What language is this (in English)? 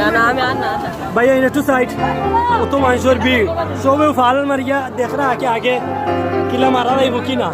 Sylheti